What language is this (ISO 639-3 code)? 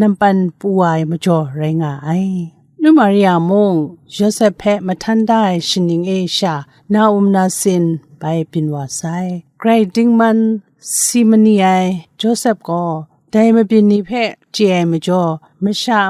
kac